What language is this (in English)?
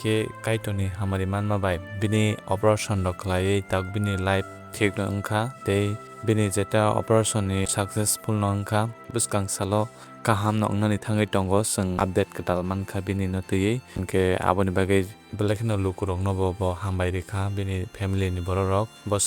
Kok Borok